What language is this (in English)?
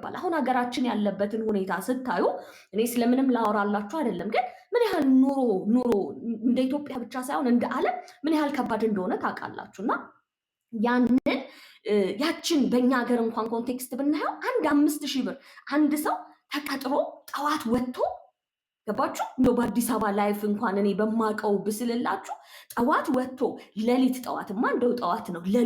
Amharic